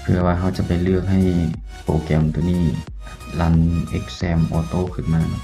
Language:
Lao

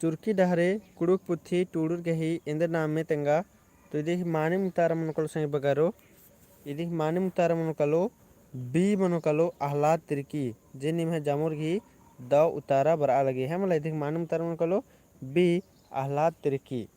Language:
Kurukh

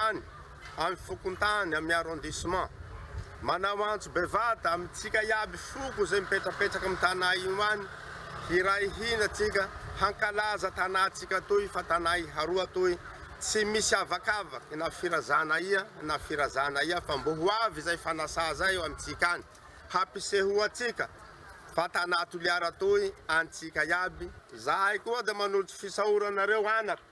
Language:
Malagasy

